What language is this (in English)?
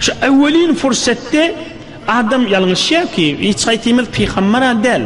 Turkmen